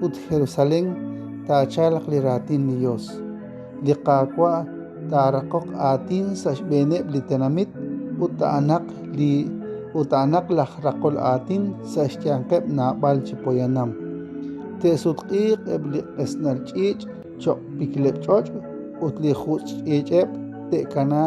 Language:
Kekchí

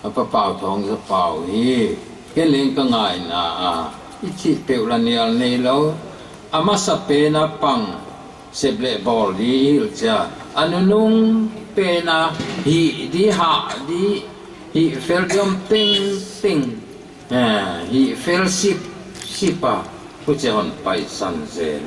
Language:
Paite Chin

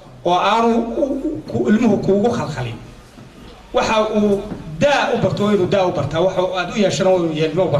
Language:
Somali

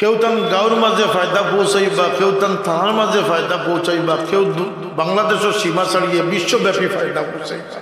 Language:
Sylheti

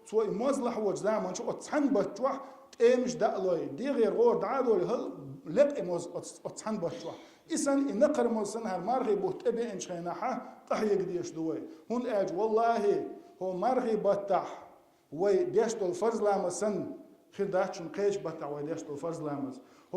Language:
Chechen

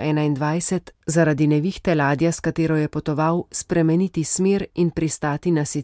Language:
Slovenian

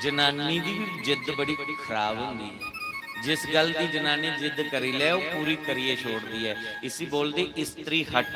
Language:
Dogri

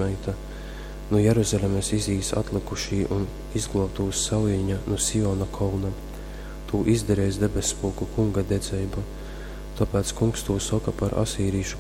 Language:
Latgalian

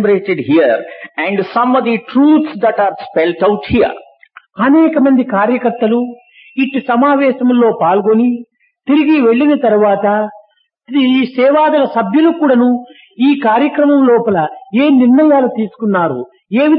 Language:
Telugu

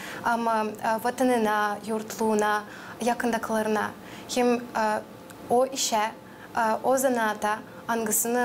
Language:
Gagauz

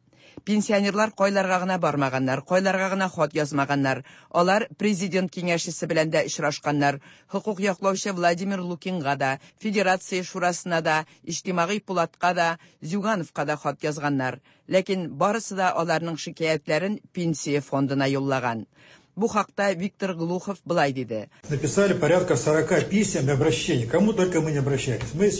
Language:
Tatar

